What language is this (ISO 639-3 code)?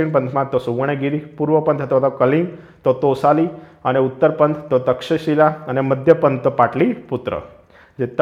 guj